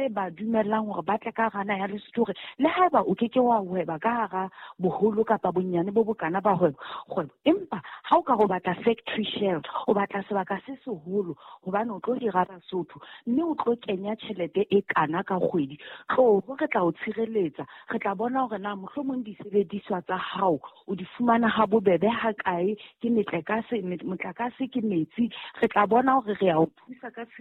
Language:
Southern Sotho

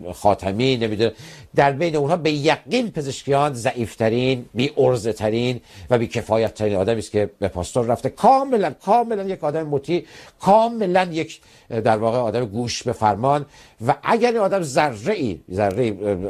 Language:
Persian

